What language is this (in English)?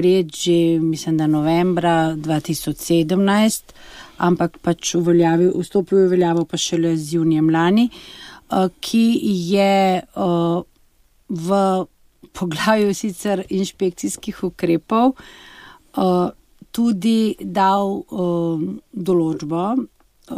Slovenian